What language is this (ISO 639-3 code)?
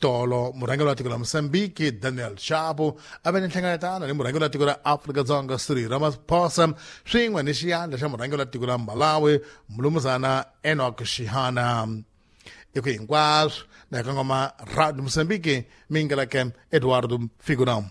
tso